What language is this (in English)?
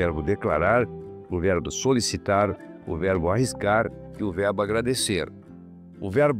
Portuguese